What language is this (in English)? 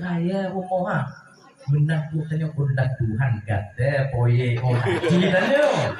Achinese